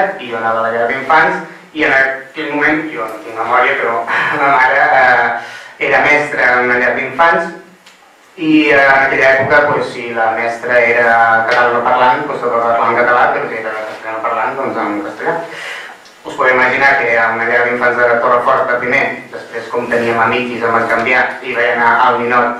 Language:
Catalan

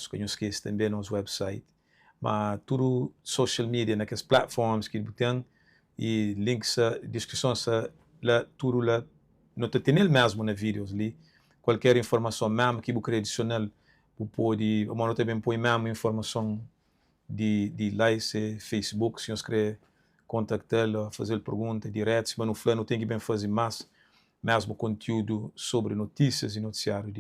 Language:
Kabuverdianu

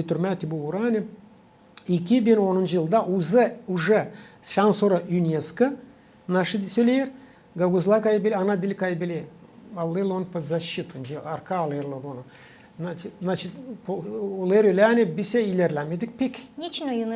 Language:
Gagauz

